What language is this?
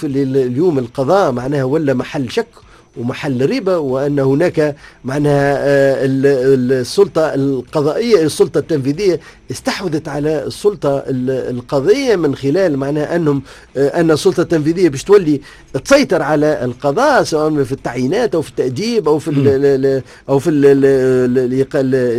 Tunisian Arabic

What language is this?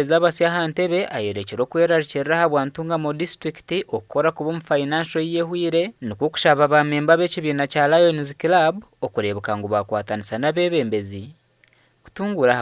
Nyankole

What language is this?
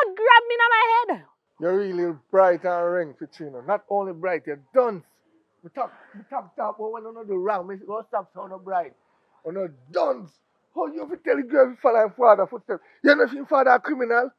Jamaican Creole English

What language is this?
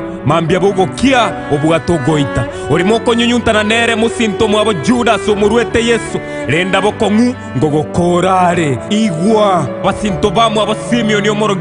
Gusii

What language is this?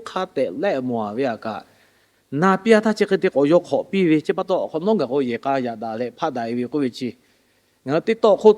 Lahu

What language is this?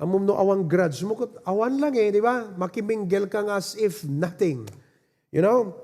Iloko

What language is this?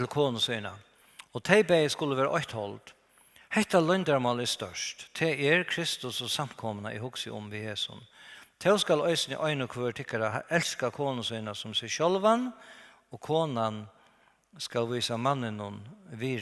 Faroese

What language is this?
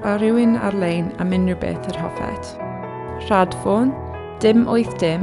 Welsh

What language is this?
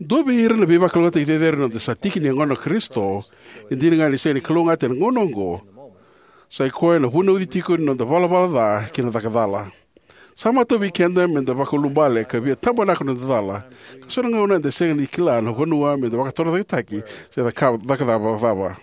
Fijian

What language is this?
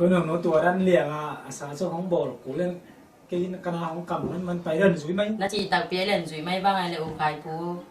Tedim Chin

